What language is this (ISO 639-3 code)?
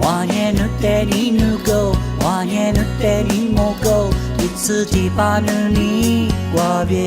lis